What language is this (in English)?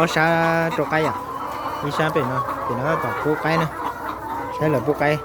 Hmong